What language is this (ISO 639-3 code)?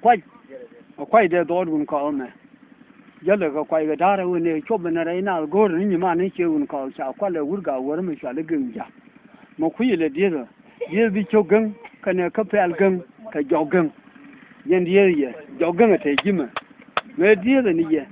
nus